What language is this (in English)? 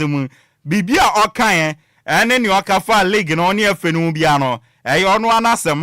Akan